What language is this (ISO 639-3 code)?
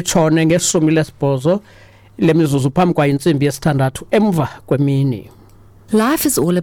xho